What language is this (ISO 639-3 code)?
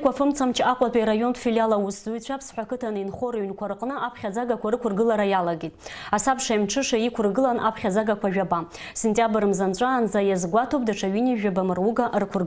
abk